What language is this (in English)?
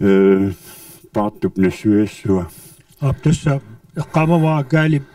Kalaallisut